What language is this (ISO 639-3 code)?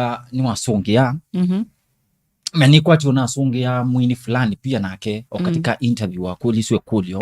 kam